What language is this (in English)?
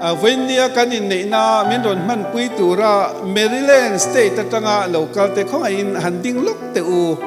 Mizo